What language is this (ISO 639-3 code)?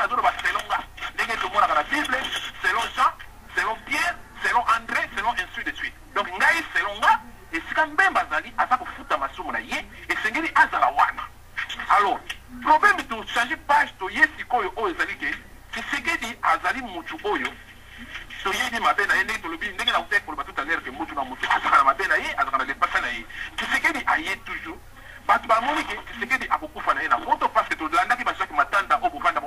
lin